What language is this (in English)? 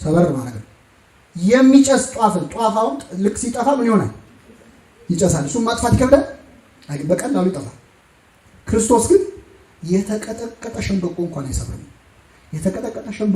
Amharic